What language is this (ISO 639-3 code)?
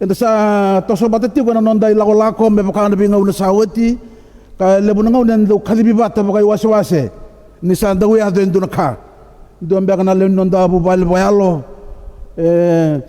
fij